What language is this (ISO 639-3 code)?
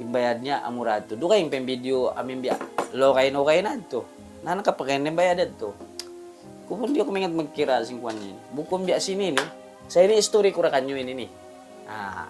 tsg